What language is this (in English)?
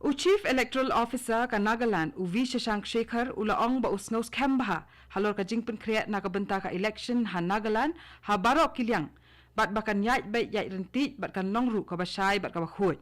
Khasi